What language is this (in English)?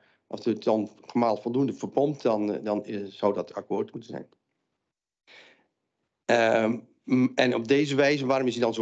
Dutch